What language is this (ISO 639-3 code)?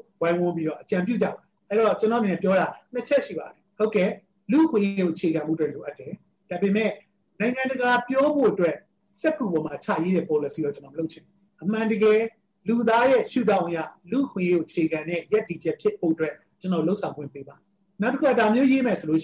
mya